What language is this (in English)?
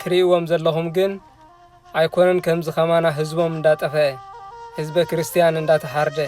Tigrinya